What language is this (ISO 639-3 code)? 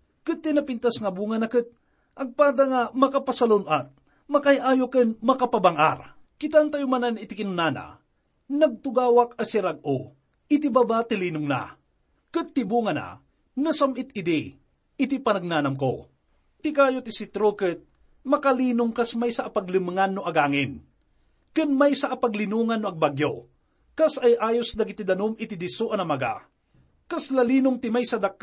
ilo